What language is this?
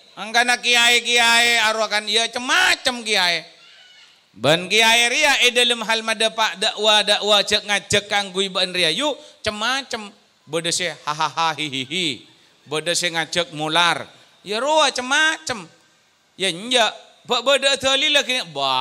Madurese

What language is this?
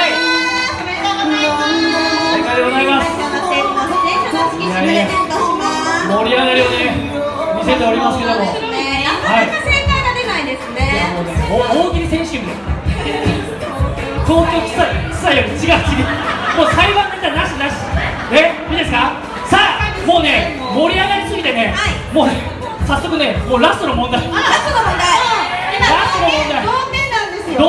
Japanese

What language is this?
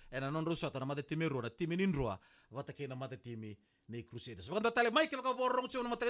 Fijian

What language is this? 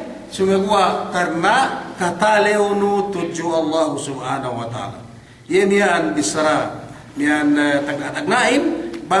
Yakan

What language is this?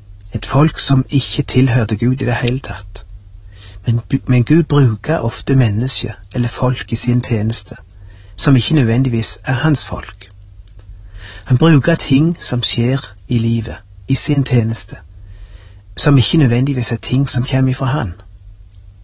Norwegian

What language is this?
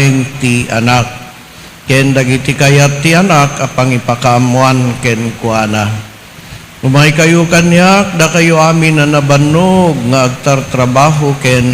Iloko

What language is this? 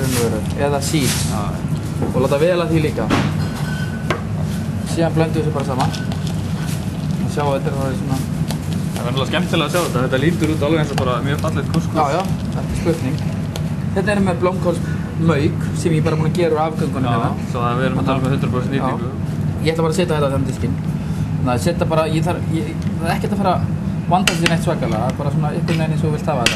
Icelandic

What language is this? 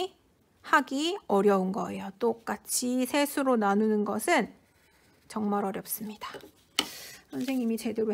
Korean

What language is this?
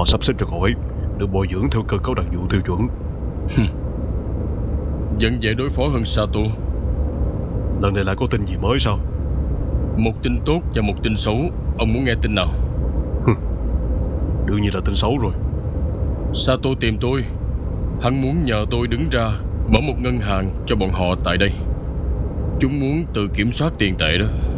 Vietnamese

